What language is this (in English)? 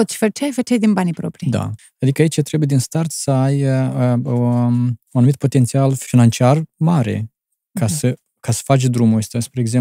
Romanian